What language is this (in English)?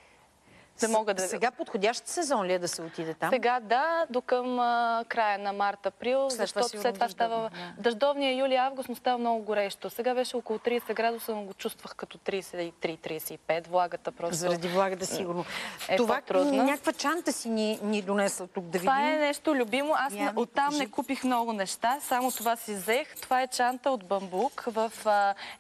Bulgarian